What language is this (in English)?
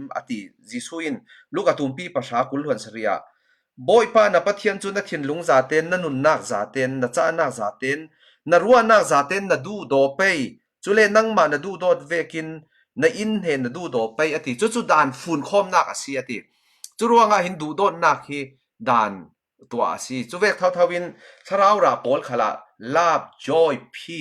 Falam Chin